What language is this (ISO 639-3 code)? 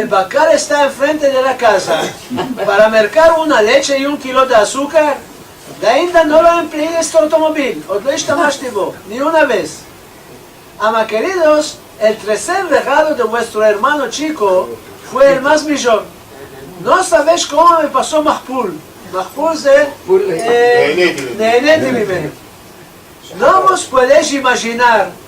lad